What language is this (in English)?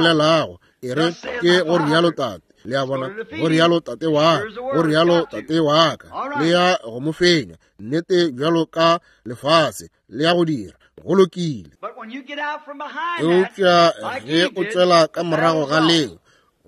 Northern Sotho